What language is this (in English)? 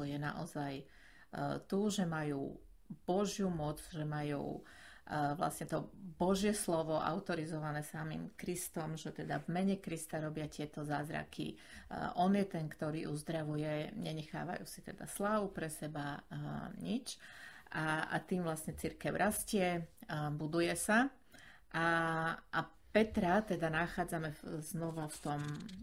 Slovak